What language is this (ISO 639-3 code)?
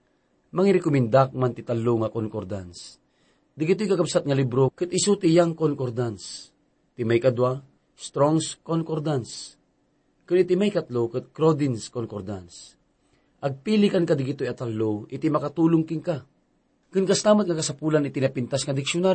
ilo